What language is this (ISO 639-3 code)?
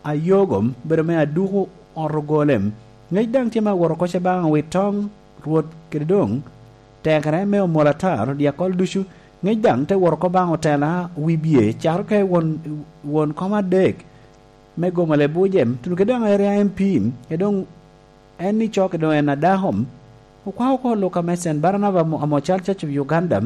laj